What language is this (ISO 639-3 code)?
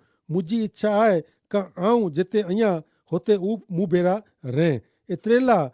kfr